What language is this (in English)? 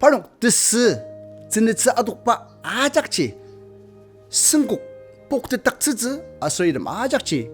Ao Naga